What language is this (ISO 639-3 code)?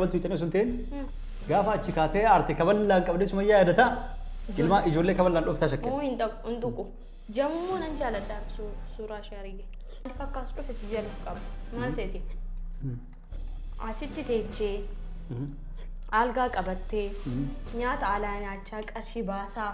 orm